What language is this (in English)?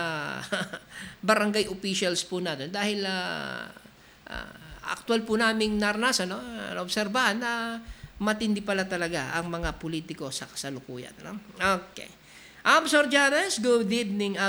Filipino